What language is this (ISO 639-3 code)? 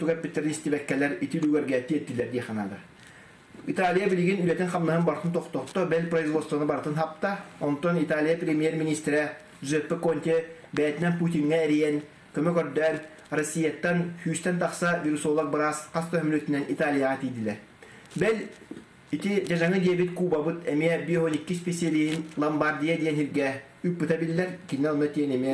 sah